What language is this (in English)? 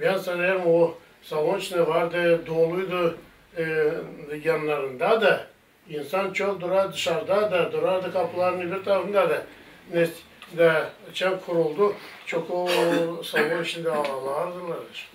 Gagauz